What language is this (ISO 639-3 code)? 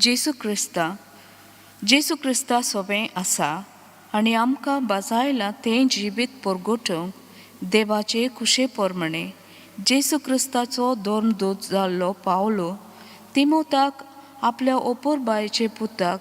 kok